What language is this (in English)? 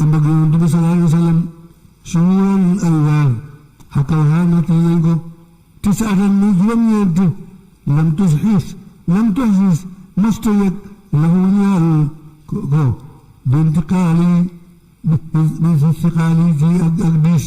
Wolof